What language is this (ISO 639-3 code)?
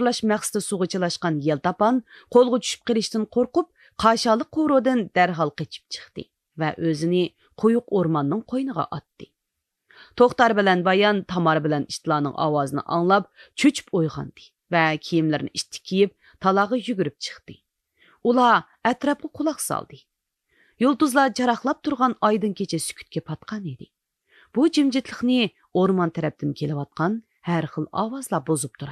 uig